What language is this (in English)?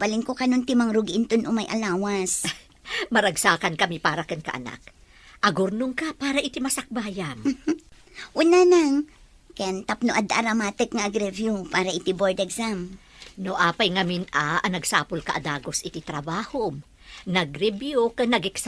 Iloko